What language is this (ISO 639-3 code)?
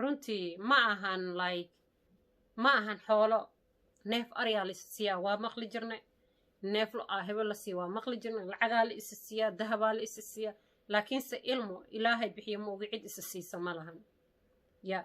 som